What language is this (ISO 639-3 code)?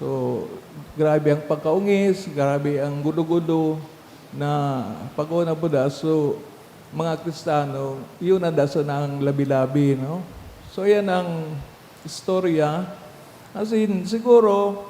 bik